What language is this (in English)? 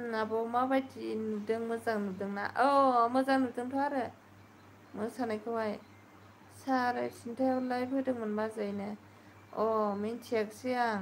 Bodo